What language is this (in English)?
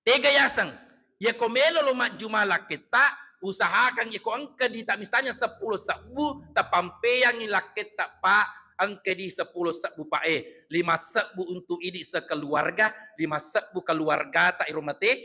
Buginese